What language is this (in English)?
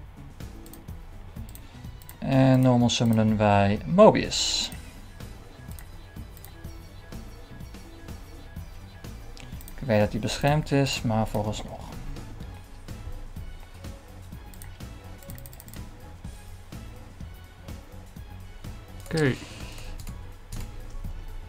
Dutch